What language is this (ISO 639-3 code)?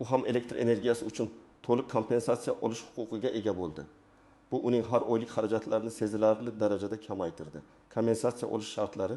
uzb